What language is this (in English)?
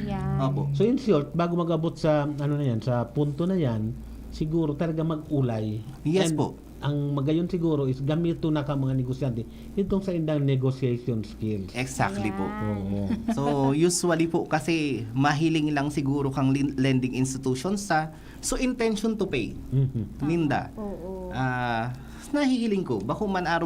Bikol